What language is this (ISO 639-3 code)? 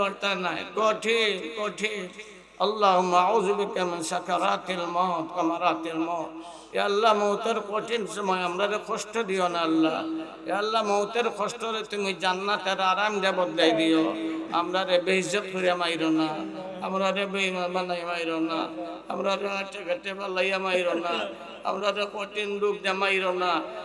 syl